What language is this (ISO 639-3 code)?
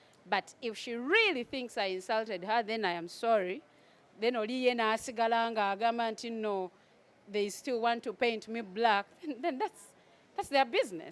lug